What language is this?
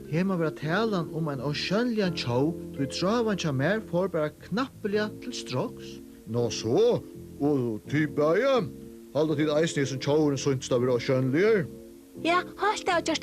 Faroese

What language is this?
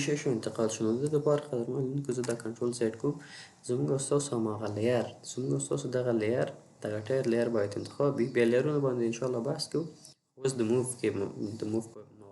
Pashto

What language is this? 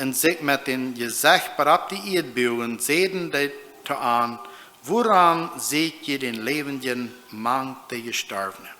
Plautdietsch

